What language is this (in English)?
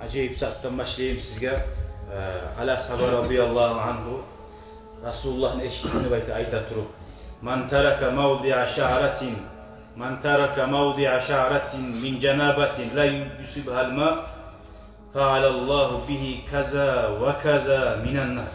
Kumyk